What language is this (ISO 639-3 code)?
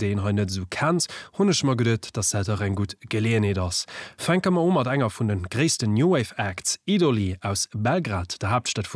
ltz